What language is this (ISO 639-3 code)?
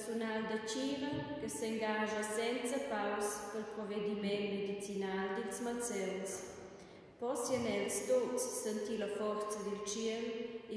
roh